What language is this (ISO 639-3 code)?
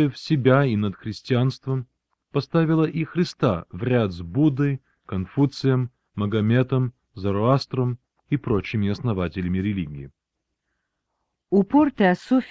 rus